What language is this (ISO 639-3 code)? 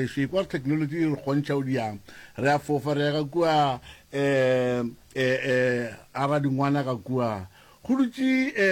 nso